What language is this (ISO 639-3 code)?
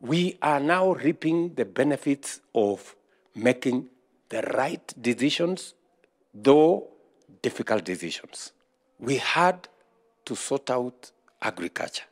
mer